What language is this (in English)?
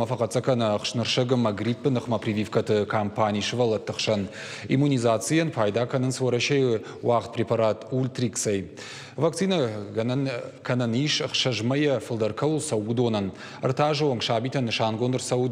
Ossetic